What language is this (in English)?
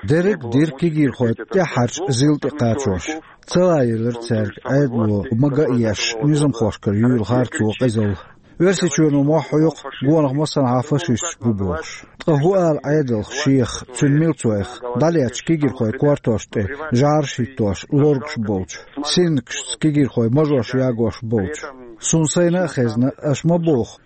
Chechen